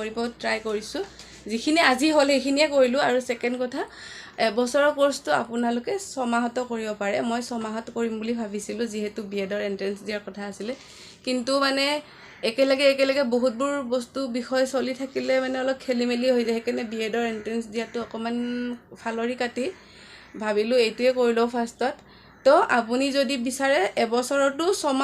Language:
Assamese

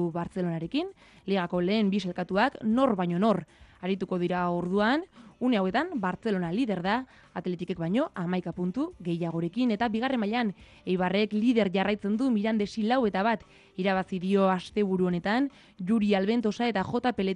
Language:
Basque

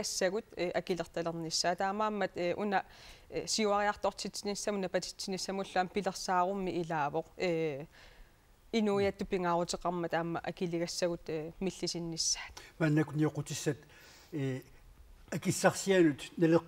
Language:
Kalaallisut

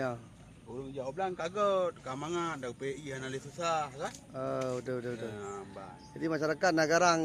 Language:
Achinese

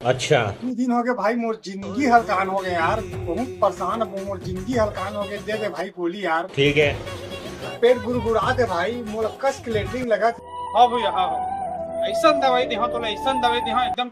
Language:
Chhattisgarhi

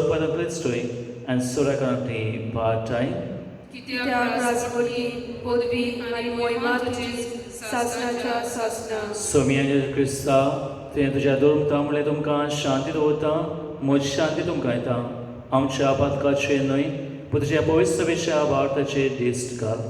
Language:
Konkani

